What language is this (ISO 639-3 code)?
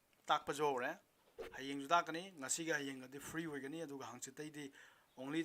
mni